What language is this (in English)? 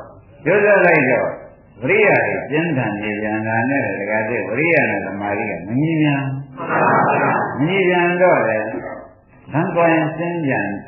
Burmese